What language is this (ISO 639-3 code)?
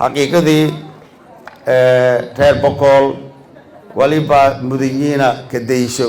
som